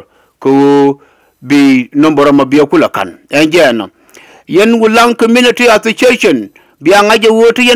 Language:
Nuer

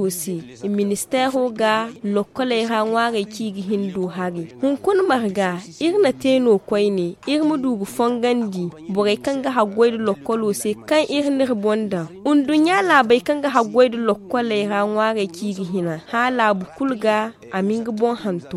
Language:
Zarma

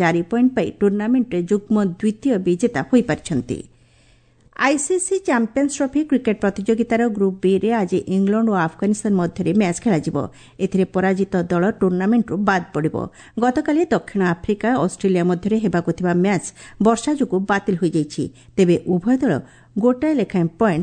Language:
Odia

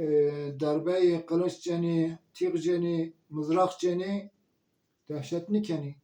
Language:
Zaza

